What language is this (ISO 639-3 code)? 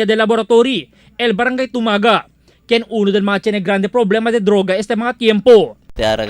cbk